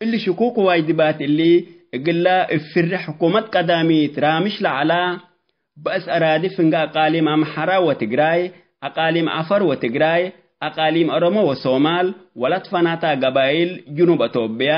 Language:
Tigre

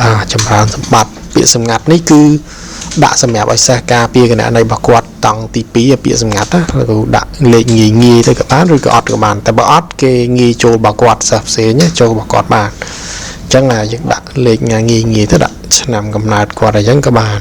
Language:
Khmer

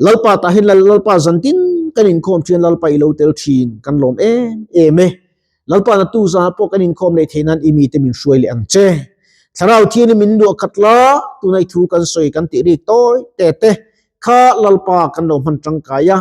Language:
Mizo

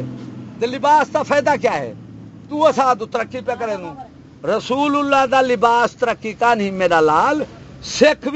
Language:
Saraiki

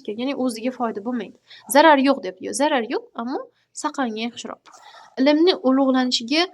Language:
Uzbek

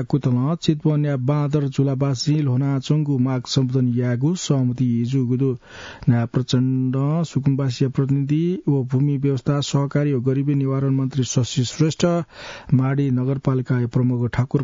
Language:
Newari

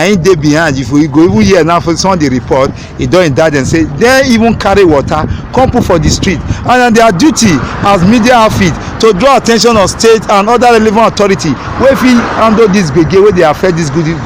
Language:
Nigerian Pidgin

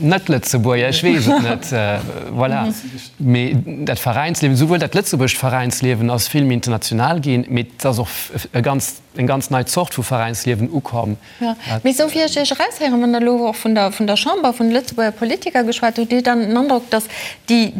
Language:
Luxembourgish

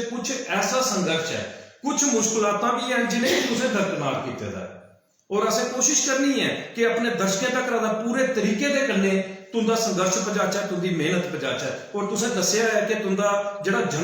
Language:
Dogri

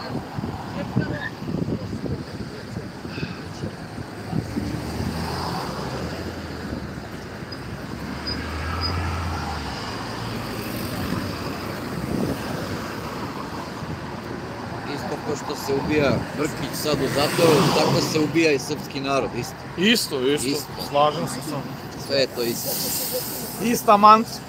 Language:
Serbian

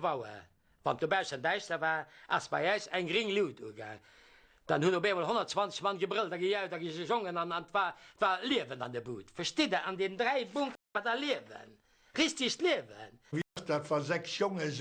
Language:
Luxembourgish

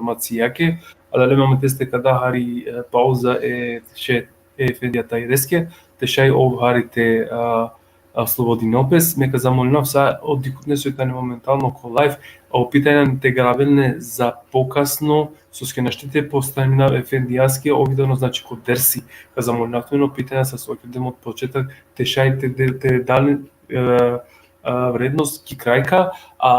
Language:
Balkan Romani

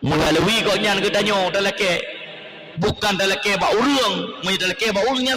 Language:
Achinese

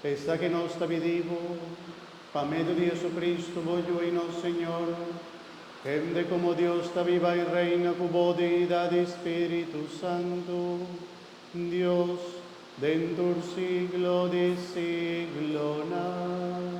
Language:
Papiamento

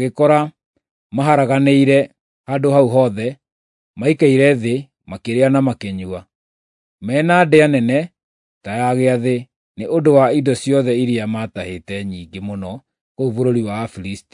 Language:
Kikuyu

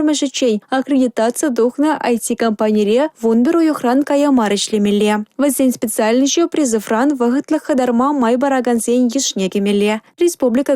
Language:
Chuvash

